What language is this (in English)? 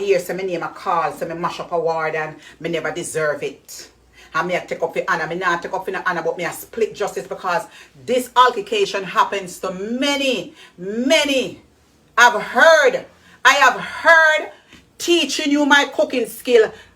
Jamaican Creole English